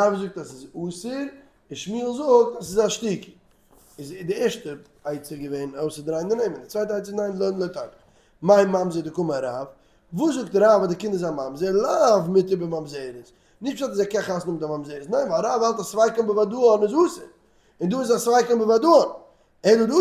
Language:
Yiddish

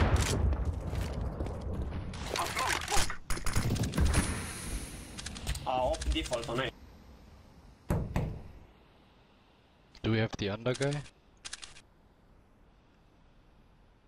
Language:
English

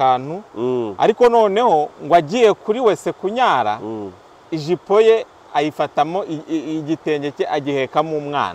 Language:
Kinyarwanda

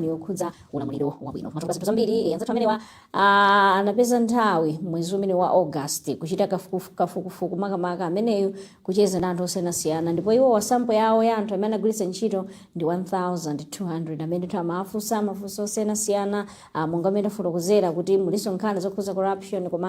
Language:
Nyanja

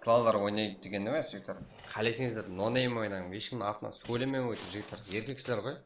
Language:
Kara-Kalpak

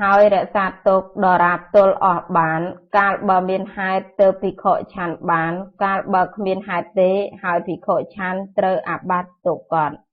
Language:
Khmer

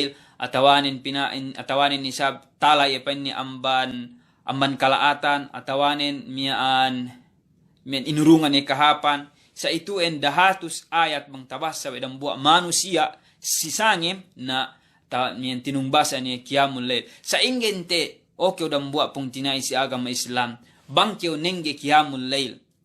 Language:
Yakan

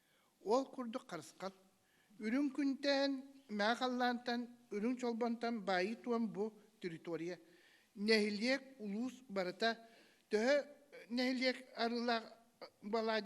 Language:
Yakut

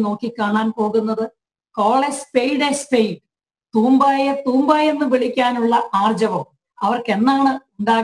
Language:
Malayalam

